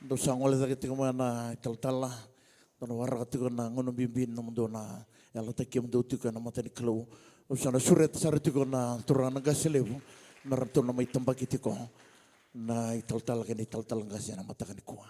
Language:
Fijian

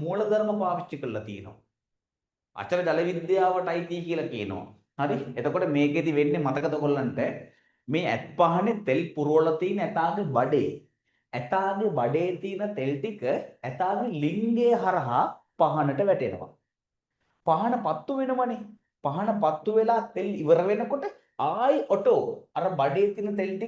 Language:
Sinhala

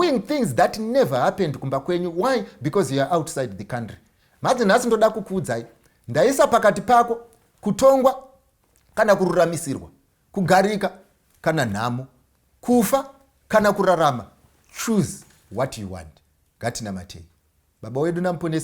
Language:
Shona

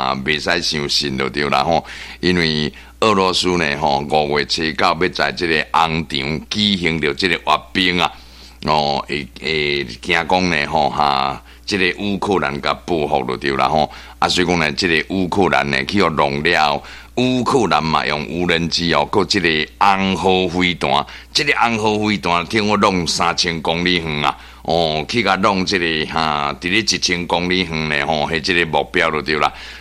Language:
Min Nan Chinese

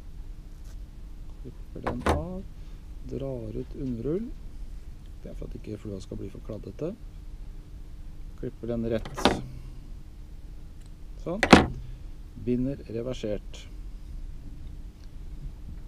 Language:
Norwegian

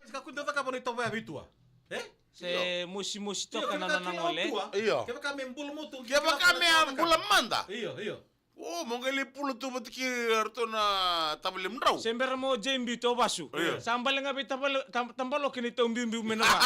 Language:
Fijian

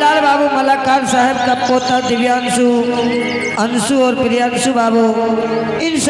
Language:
Angika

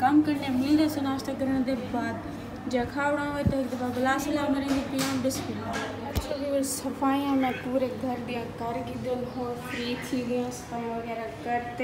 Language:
Saraiki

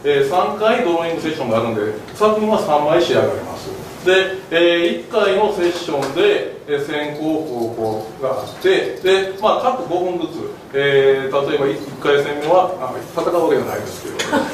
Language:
Japanese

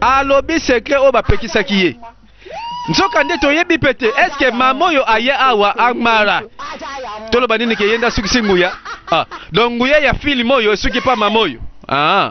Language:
Lingala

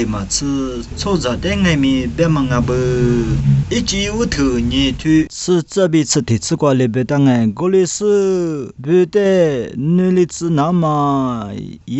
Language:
Lisu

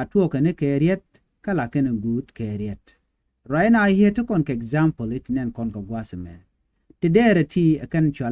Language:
Nuer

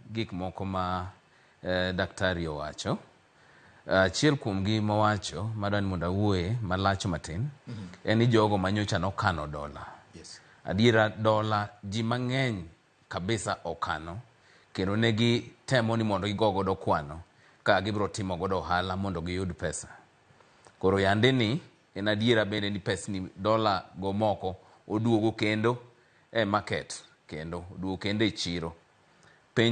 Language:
Luo (Kenya and Tanzania)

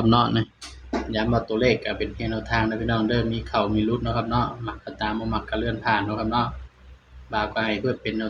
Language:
Northeastern Thai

